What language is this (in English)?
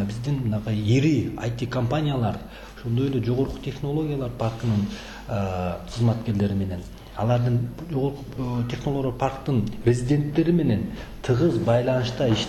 Kyrgyz